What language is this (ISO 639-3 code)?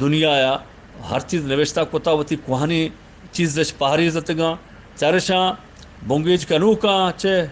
bgp